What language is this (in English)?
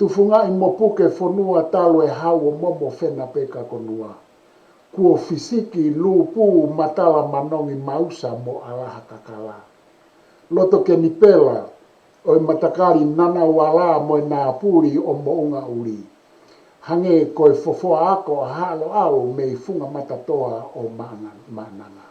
Tongan